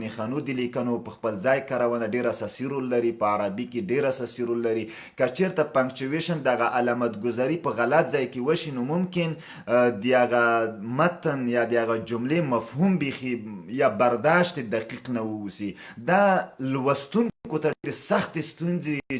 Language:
Pashto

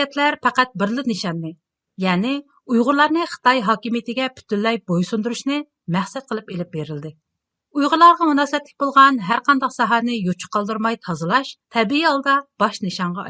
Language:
Uyghur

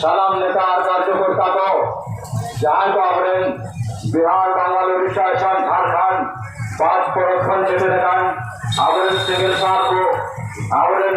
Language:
Santali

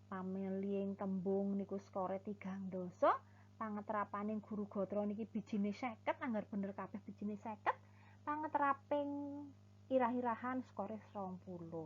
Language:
Javanese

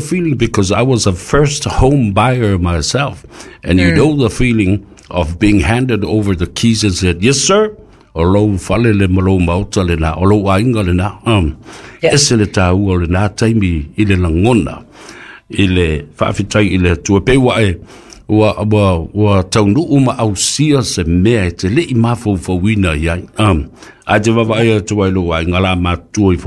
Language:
Samoan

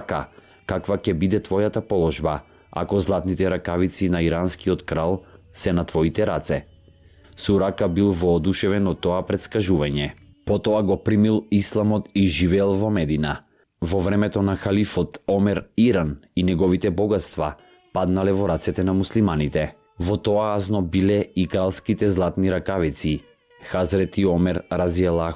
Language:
Macedonian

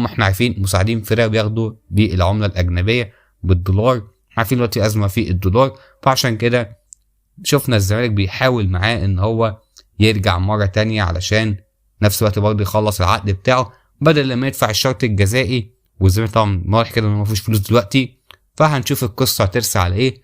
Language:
Egyptian Arabic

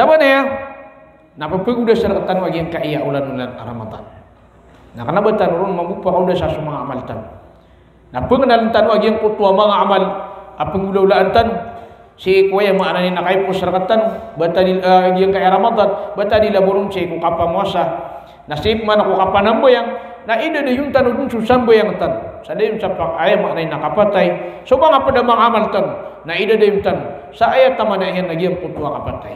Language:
Maranao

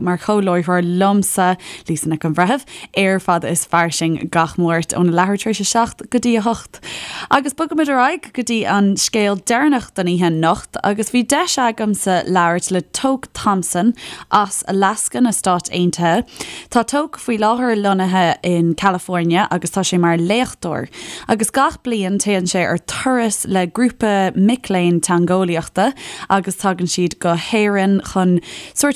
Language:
Irish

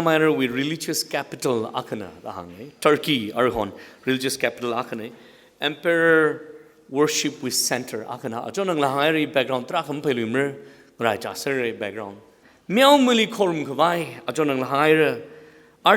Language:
Tangkhul Naga (India)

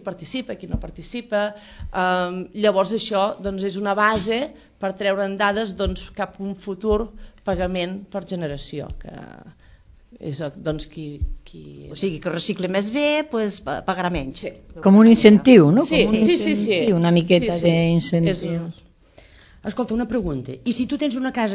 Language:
Catalan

